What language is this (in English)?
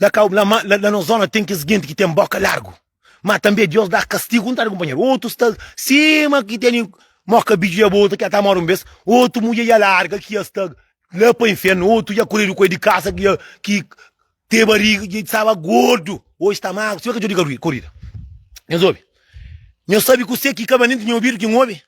Kabuverdianu